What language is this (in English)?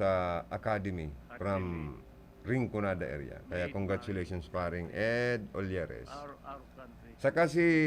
Bikol